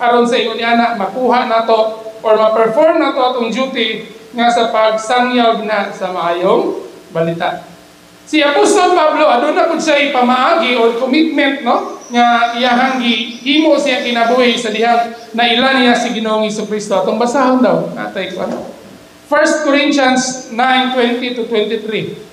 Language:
Cebuano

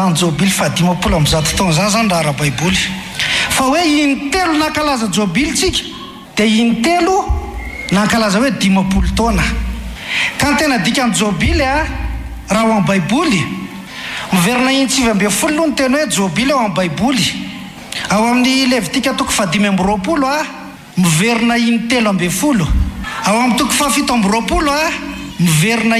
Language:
Malagasy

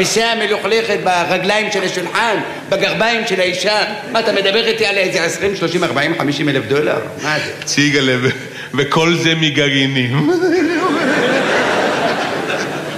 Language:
Hebrew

